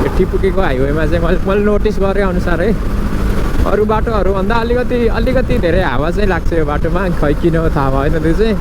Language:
Nepali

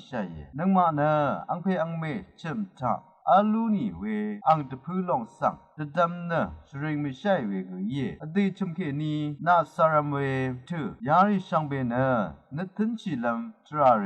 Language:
Rawang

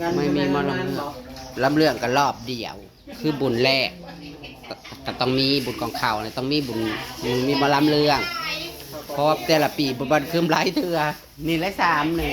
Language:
Northeastern Thai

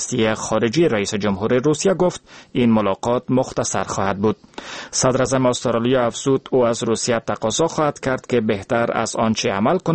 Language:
Persian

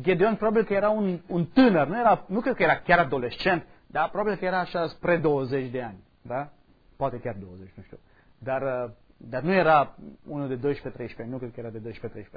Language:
Romanian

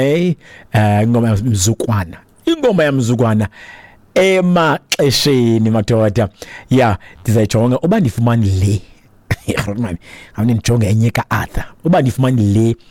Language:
Xhosa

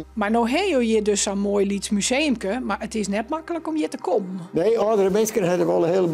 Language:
Western Frisian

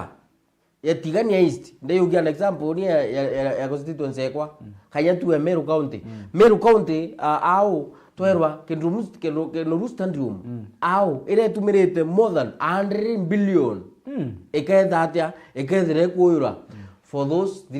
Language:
Meru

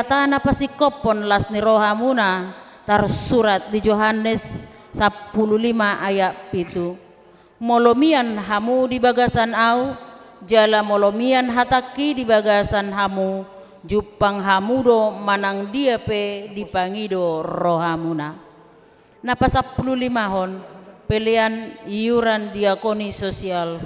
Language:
Batak Toba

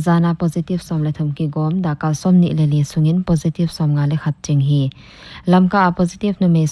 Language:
Paite Chin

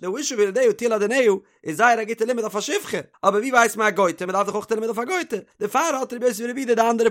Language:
Yiddish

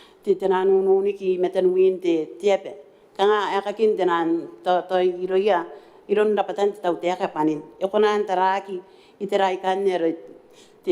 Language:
Gilbertese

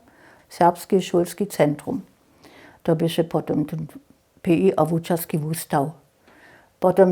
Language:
Upper Sorbian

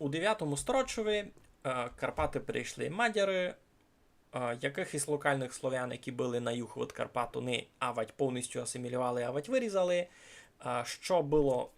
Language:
Rusyn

